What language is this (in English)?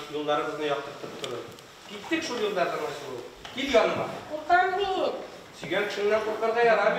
Tatar